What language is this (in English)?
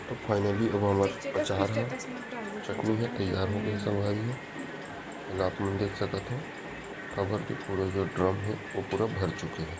Chhattisgarhi